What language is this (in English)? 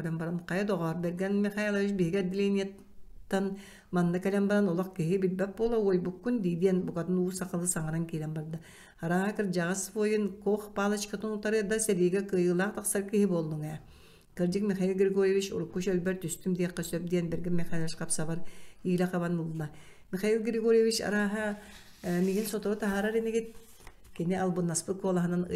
Yakut